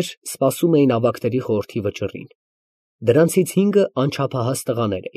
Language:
Armenian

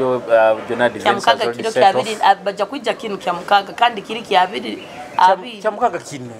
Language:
Nyoro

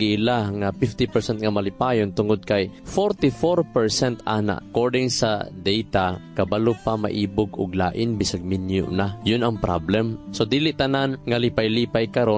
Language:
Cebuano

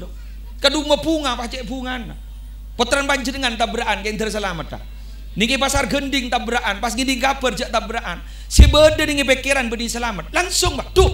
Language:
Madurese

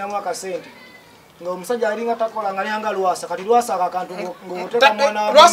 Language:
Ganda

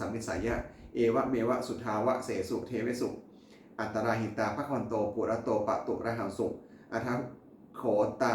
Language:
Pali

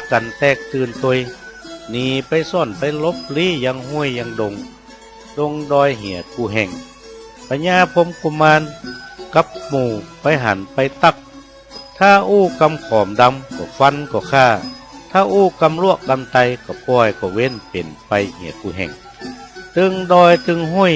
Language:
Northern Thai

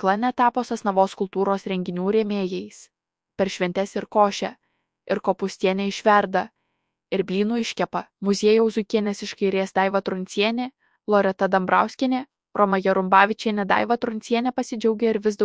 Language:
Lithuanian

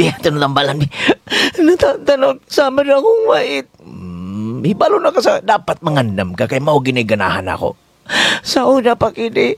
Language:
Cebuano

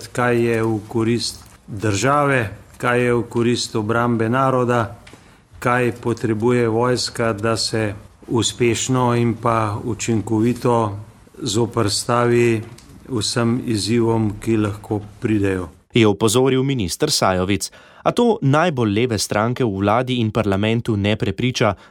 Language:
Slovenian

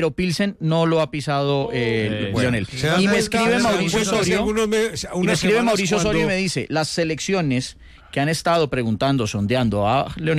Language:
Spanish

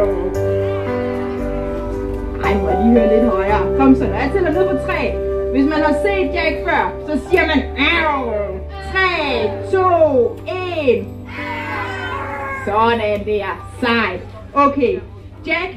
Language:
Danish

